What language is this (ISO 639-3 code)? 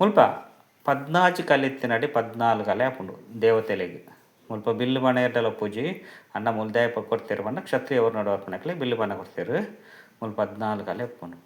tcy